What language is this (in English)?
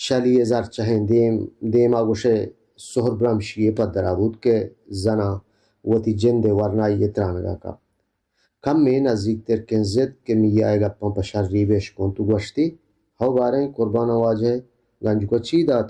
Baluchi